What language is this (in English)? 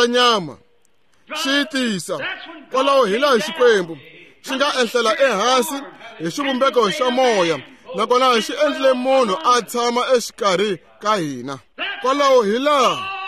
Tsonga